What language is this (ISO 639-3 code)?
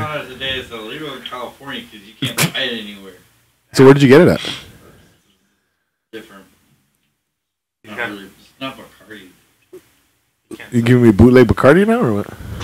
eng